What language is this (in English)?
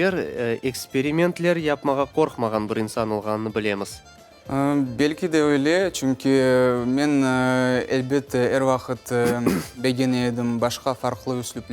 Crimean Tatar